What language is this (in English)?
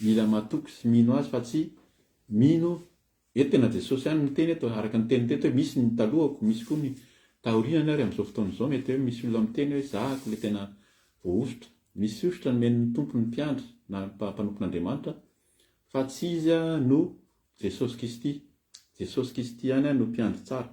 Malagasy